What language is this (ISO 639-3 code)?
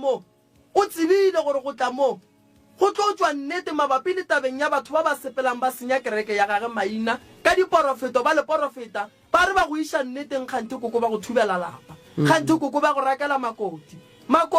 nso